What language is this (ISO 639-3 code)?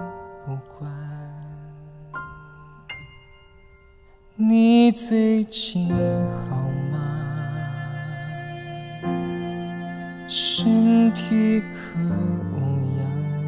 zho